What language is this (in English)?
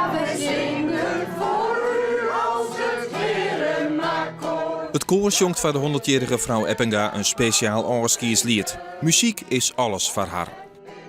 Western Frisian